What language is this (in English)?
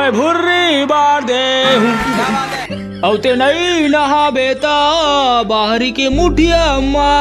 Chhattisgarhi